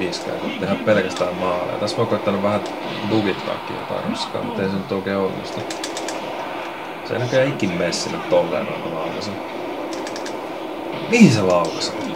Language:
Finnish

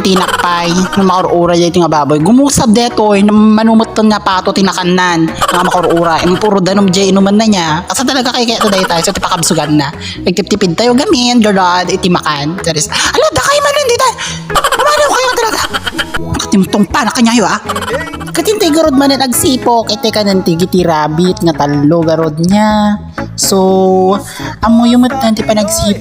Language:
Iloko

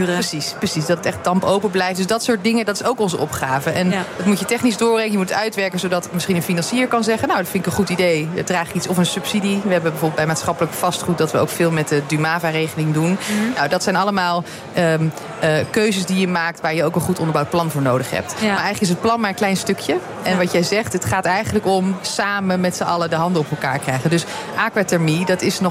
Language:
Dutch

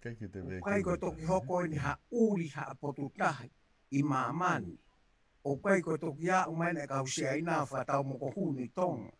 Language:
Tongan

